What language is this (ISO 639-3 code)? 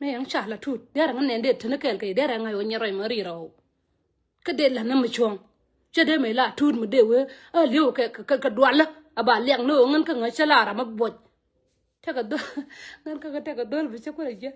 nus